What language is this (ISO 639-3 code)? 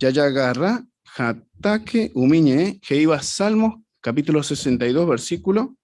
grn